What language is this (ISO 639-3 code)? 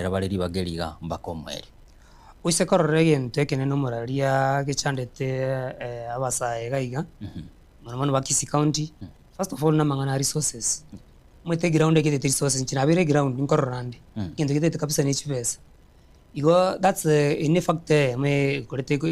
guz